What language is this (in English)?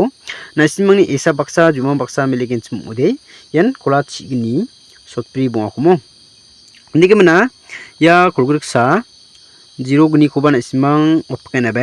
Garo